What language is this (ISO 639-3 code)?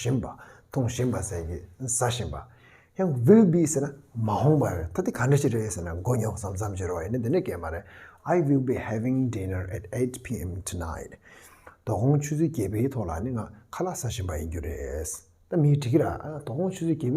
bod